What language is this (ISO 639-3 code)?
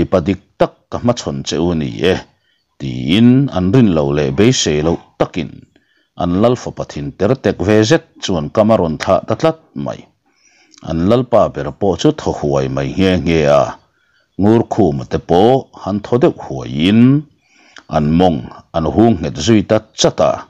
lus